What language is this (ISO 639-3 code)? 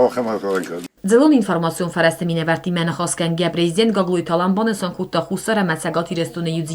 oss